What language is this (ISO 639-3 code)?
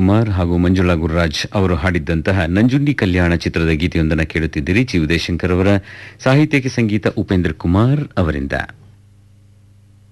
kan